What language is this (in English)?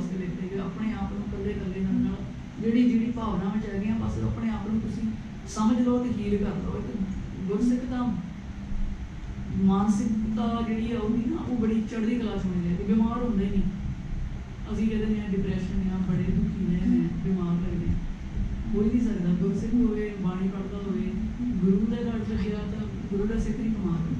Punjabi